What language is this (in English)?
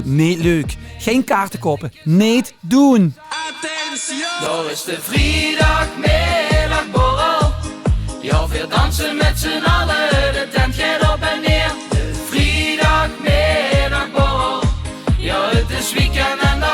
Limburgish